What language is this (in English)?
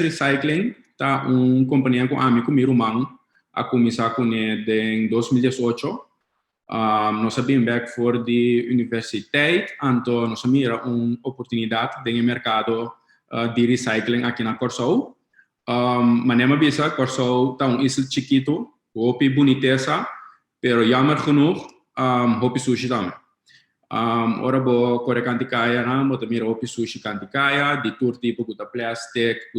Papiamento